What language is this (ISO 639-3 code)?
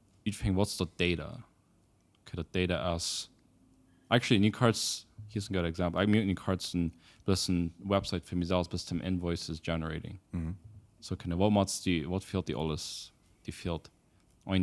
pdt